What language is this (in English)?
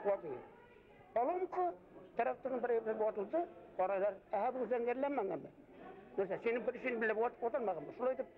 Bashkir